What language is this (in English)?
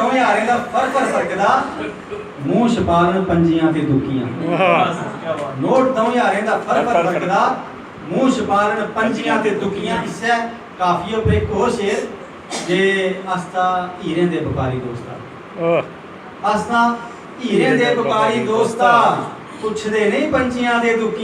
Dogri